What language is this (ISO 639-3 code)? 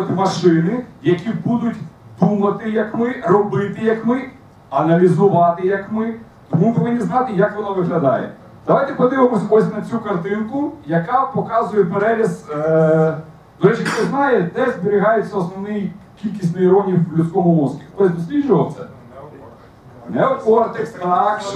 ukr